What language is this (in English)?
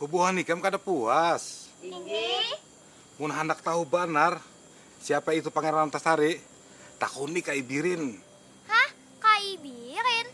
Banjar